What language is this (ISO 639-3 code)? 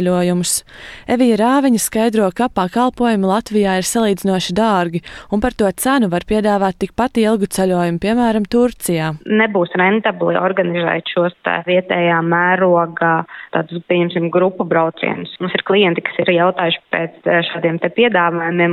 lav